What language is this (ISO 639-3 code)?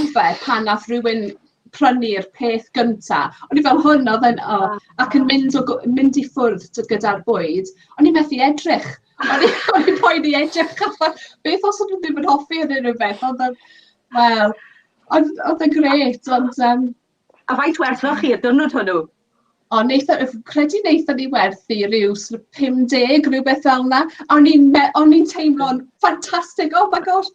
cym